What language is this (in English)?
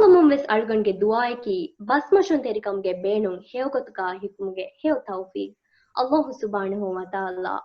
Divehi